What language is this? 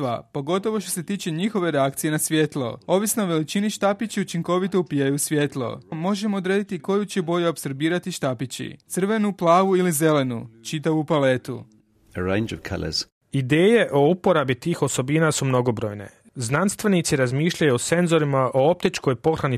Croatian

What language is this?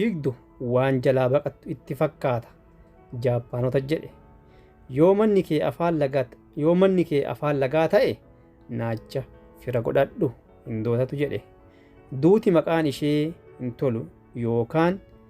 Oromo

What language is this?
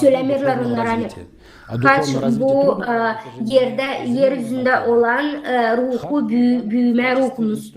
Gagauz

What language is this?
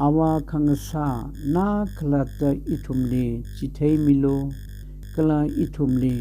Tangkhul Naga (India)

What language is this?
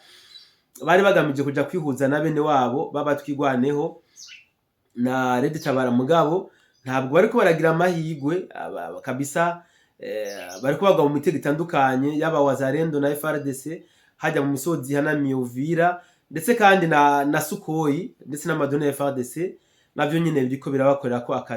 Rundi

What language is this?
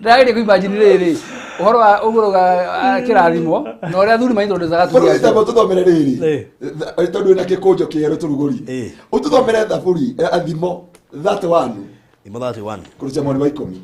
Kikuyu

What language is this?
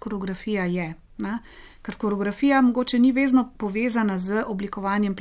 Slovenian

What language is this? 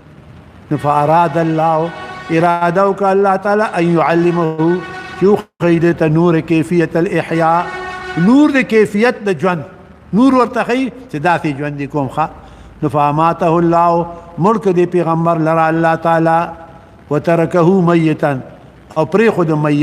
Pashto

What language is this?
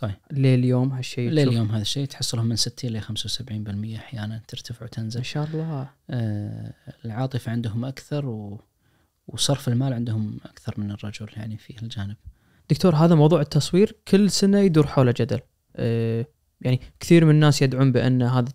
Najdi Arabic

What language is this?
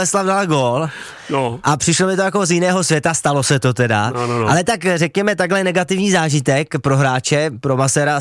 Czech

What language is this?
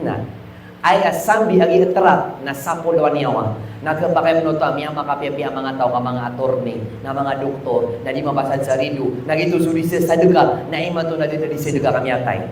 Maranao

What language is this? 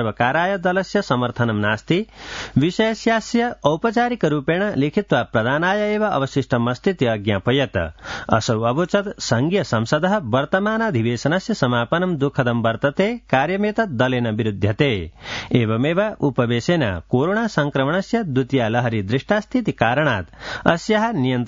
Sanskrit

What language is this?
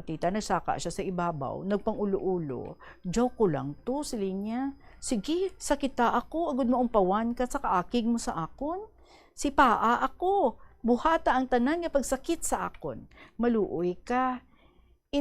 Hiligaynon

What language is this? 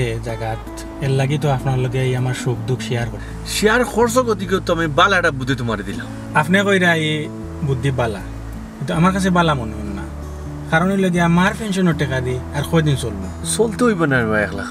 Sylheti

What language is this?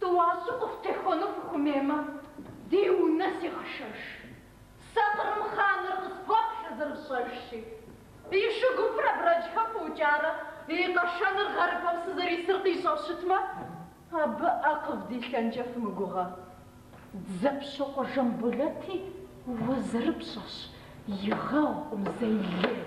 Kabardian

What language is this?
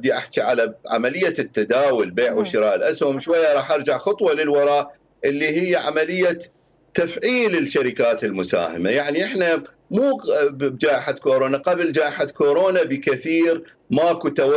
Mesopotamian Arabic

